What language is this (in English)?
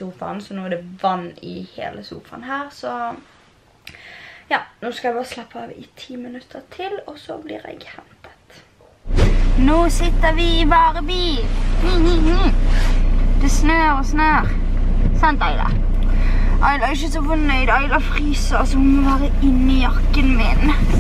Norwegian